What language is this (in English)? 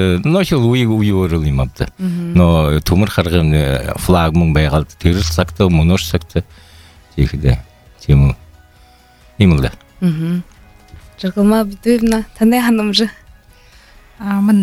Buriat